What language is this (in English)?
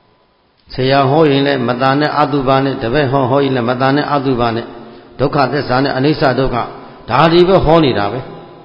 Burmese